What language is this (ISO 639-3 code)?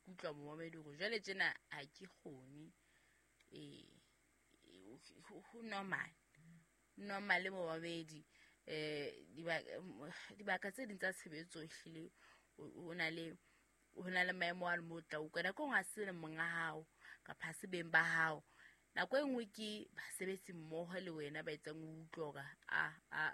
sot